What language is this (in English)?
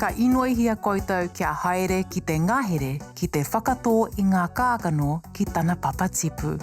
Māori